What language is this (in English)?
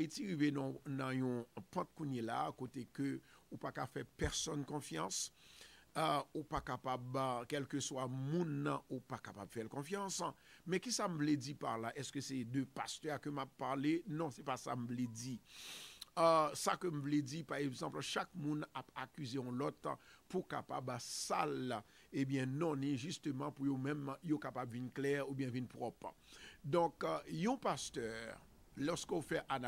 Haitian Creole